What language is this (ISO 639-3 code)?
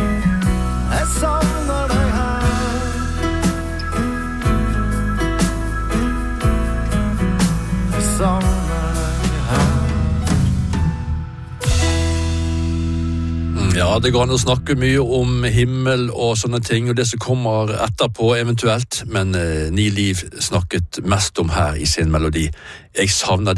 nor